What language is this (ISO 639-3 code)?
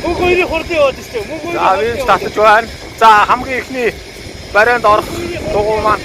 mon